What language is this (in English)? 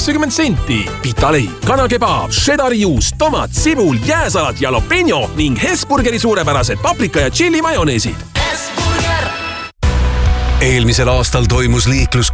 Estonian